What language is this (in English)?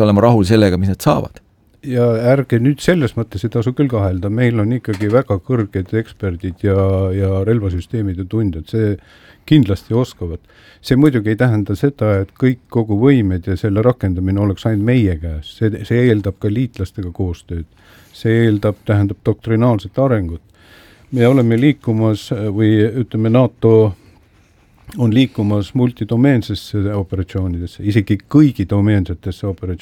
Estonian